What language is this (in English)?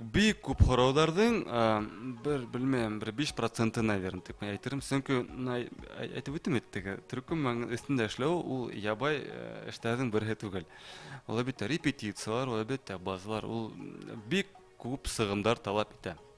Bashkir